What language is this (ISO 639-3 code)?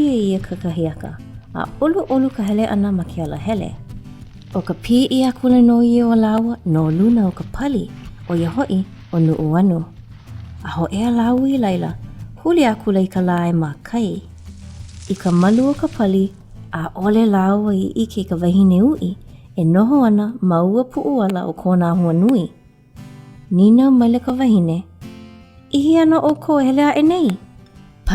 haw